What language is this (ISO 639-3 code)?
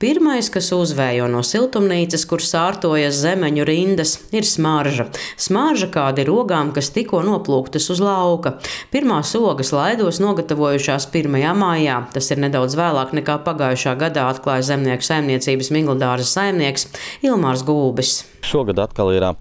lav